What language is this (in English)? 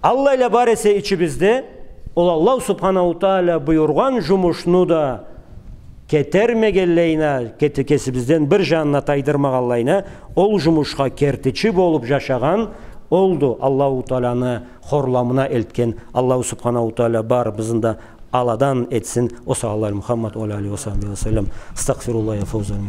Karachay-Balkar